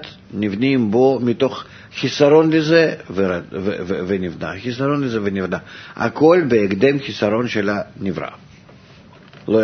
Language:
Hebrew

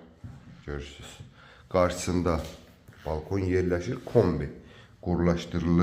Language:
Azerbaijani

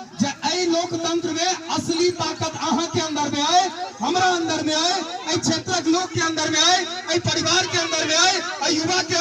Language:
Maithili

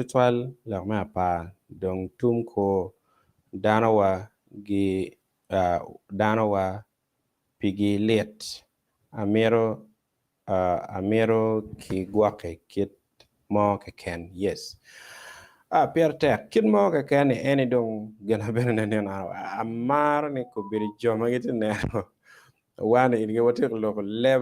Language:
Acoli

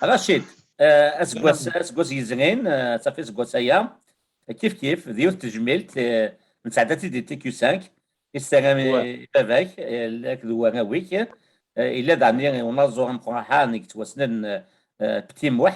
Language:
Kabyle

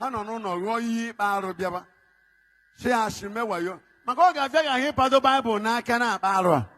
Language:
Igbo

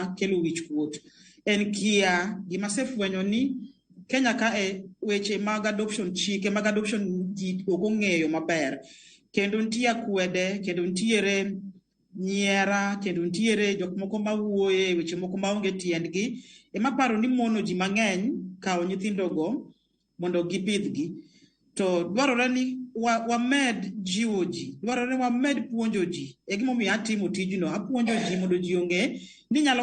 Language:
Luo (Kenya and Tanzania)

